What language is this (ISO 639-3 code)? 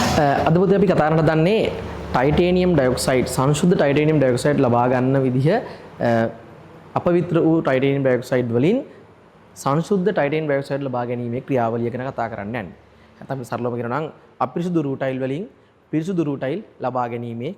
sin